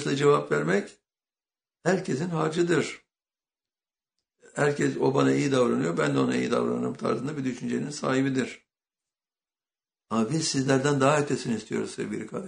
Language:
Turkish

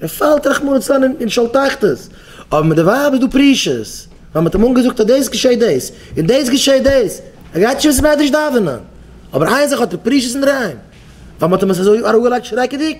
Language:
Yiddish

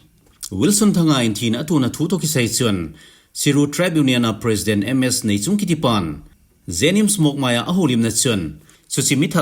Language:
Thado Chin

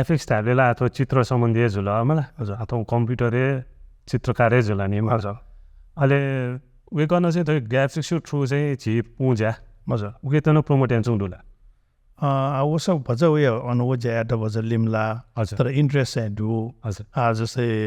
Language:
Newari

